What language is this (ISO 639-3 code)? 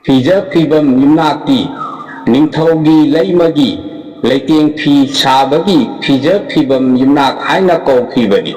mni